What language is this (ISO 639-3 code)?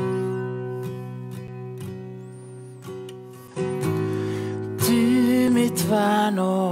nor